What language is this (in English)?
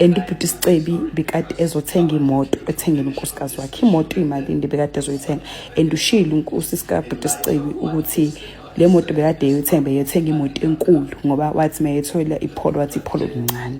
Zulu